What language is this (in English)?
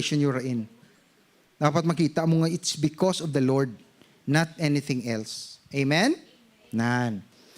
Hiligaynon